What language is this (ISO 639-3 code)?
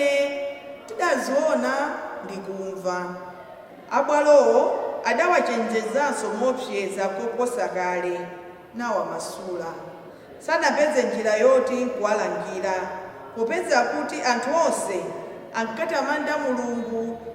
nya